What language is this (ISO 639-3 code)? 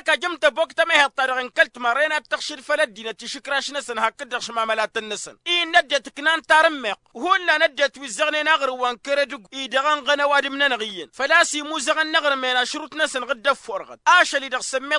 taq